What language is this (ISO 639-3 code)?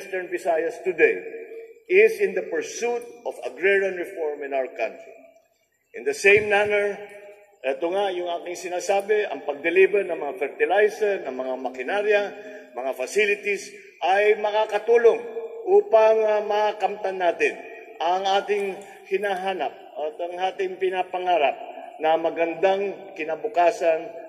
fil